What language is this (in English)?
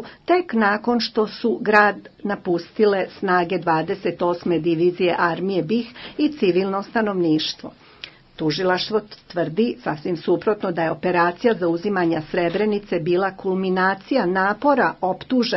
Bosnian